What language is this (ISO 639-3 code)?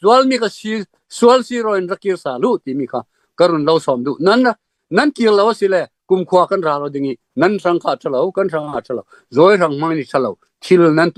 cfm